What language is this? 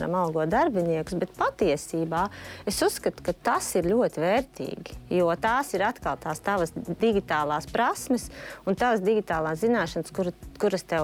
Latvian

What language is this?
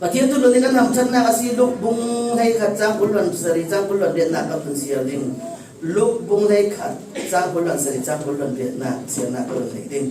Falam Chin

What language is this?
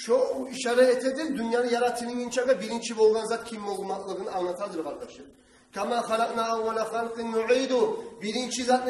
Kumyk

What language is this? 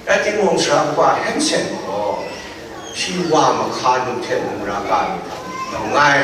Kachin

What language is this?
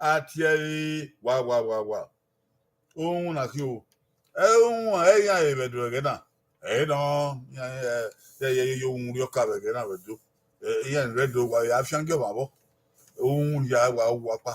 Bini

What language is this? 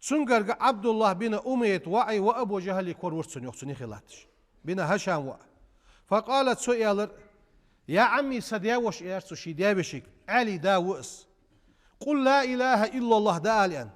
Ingush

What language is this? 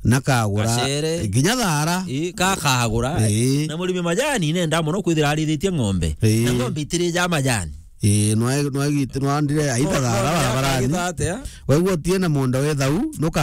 Meru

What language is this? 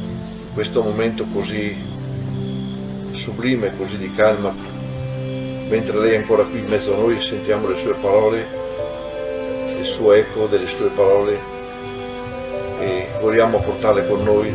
Italian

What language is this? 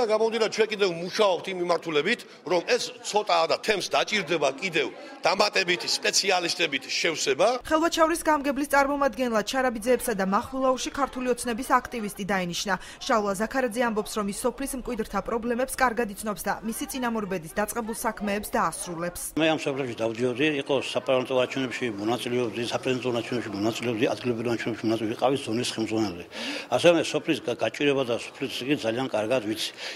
Georgian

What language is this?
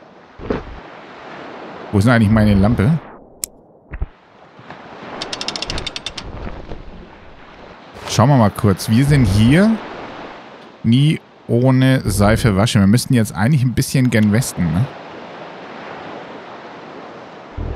German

